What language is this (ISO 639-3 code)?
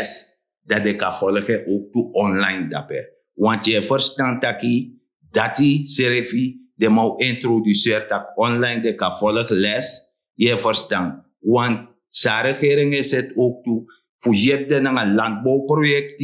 srn